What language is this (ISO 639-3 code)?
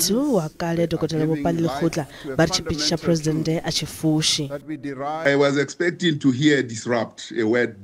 ven